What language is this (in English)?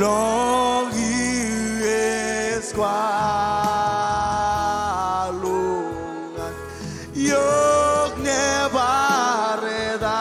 Marshallese